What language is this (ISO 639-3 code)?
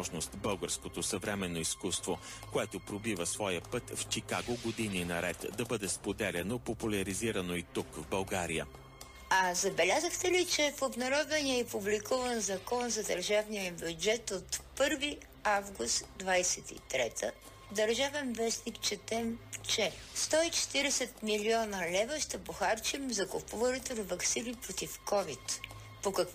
bul